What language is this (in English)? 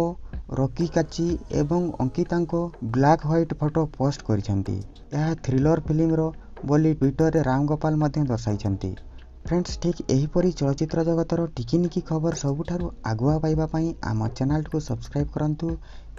Odia